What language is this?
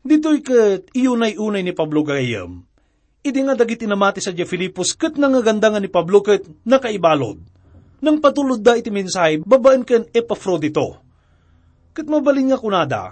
Iloko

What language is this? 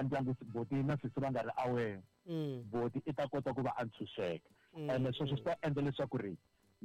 Tsonga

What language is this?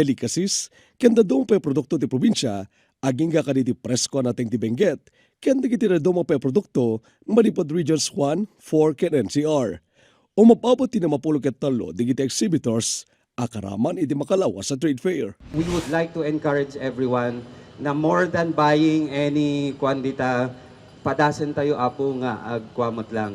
Iloko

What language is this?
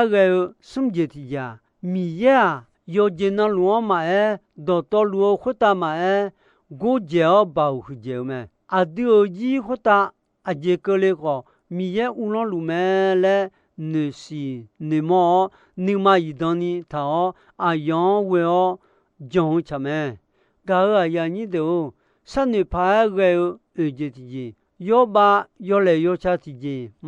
Akha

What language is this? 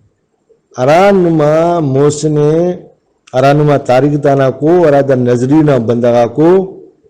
Brahui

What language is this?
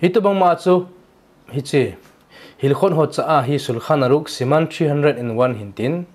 Thado Chin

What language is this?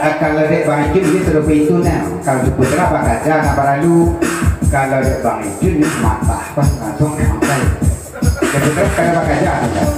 Minangkabau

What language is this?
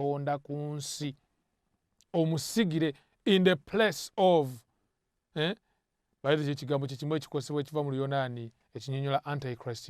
Ganda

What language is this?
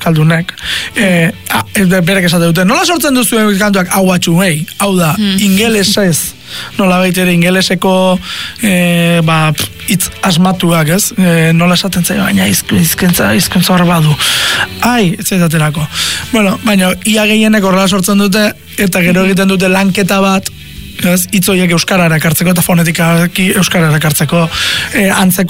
Basque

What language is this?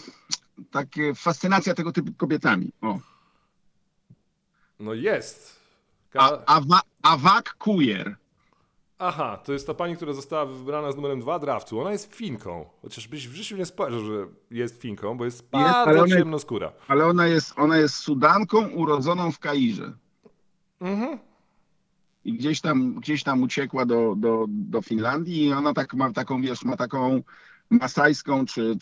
Polish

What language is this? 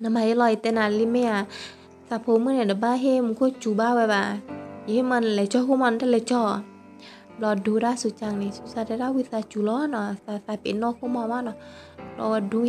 S'gaw Karen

